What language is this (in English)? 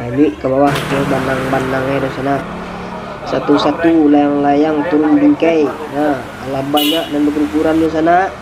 Minangkabau